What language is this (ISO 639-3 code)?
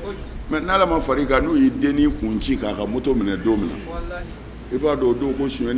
bam